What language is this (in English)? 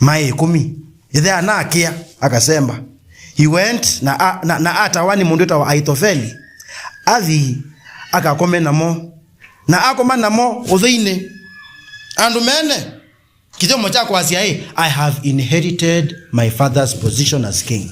Kamba